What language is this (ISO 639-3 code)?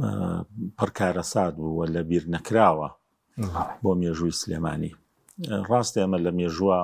ckb